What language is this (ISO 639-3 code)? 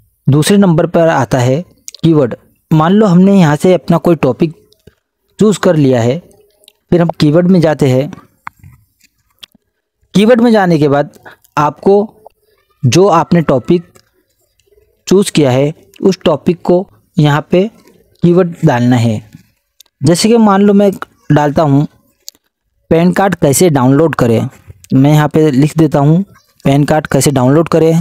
hin